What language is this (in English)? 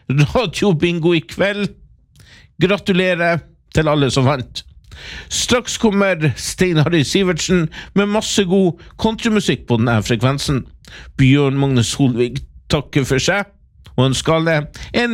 Norwegian